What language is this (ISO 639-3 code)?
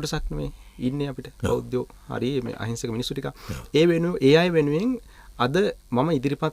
sin